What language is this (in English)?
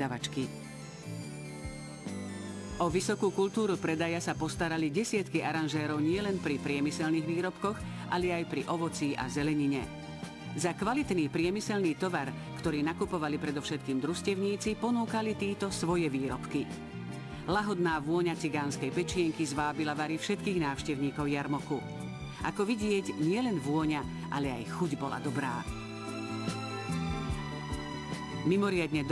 Slovak